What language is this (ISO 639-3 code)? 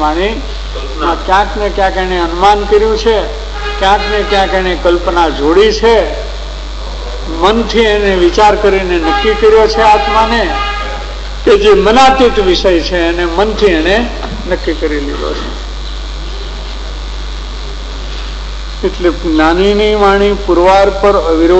guj